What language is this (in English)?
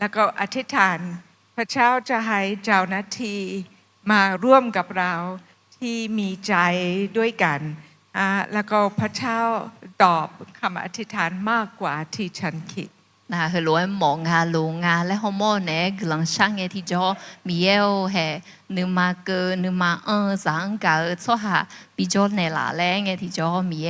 Akha